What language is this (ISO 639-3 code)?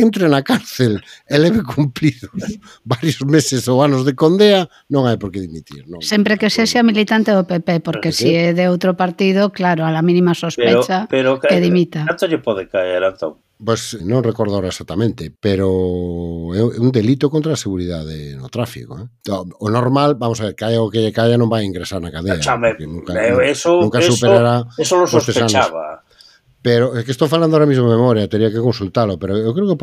glg